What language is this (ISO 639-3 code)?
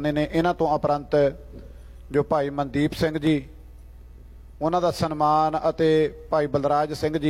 pan